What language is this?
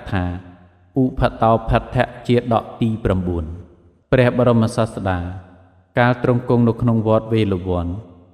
Khmer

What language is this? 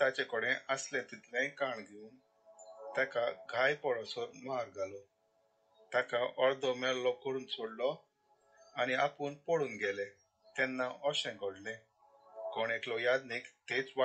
Konkani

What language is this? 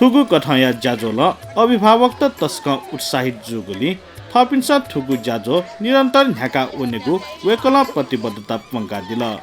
Newari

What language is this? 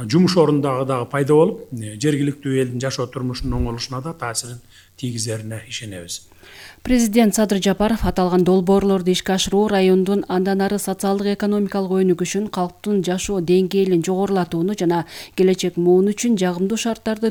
Kyrgyz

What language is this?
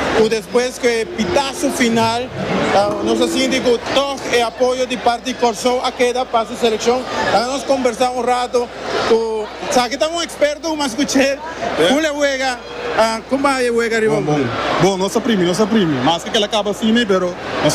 Papiamento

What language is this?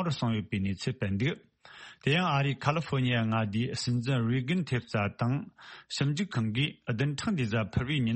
Tibetan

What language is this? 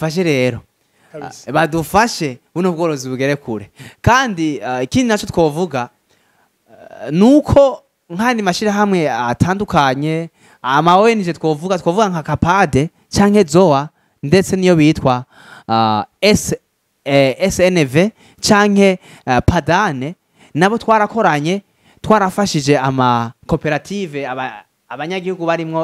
Rundi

